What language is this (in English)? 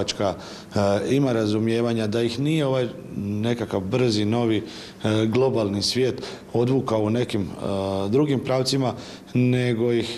Croatian